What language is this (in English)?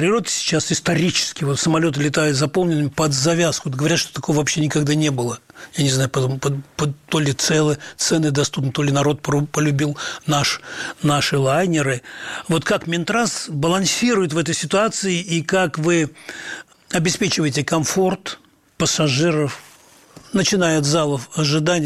Russian